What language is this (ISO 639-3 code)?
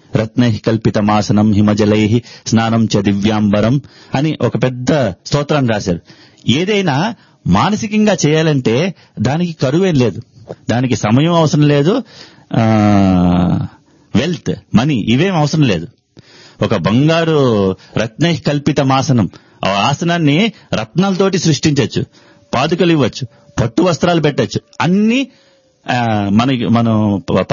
tel